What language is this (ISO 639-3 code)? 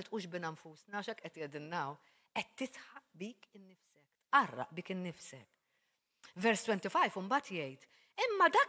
mlt